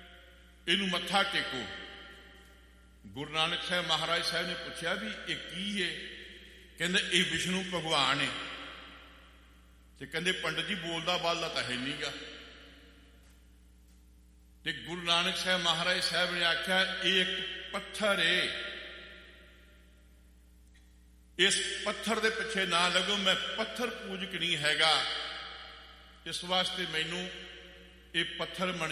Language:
Punjabi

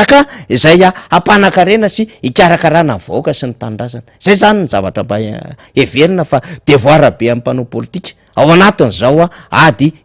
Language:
Malagasy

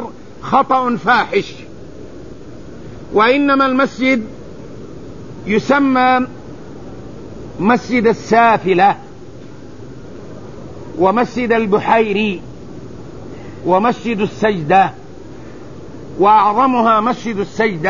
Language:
Arabic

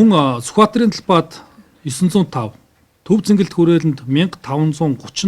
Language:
Mongolian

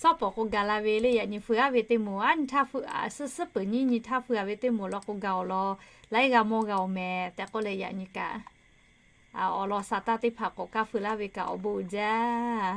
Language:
Lahu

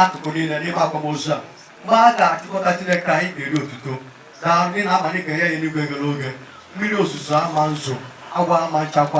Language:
Igbo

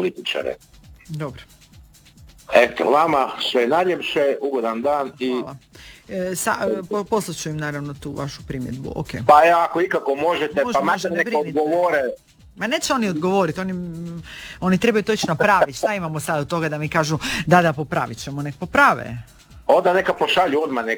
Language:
Croatian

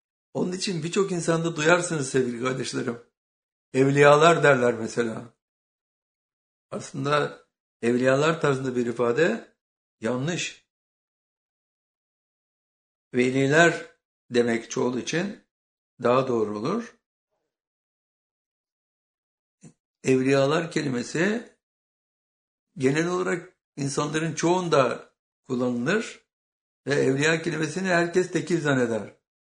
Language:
Turkish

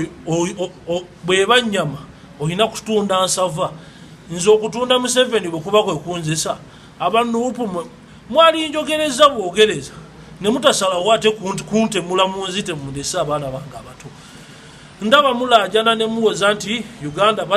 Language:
Ganda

